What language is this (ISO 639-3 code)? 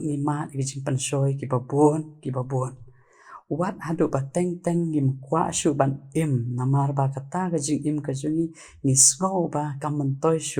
kha